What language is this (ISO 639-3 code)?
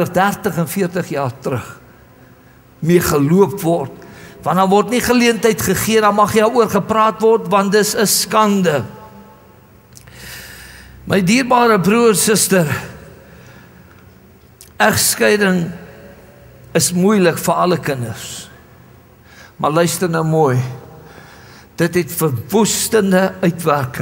afr